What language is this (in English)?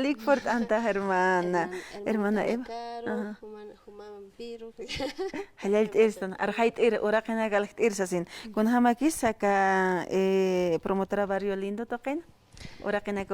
Aymara